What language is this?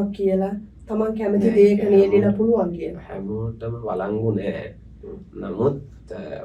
Sinhala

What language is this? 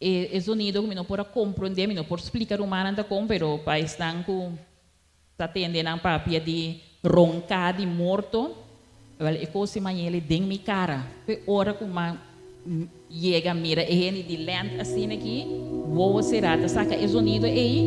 Papiamento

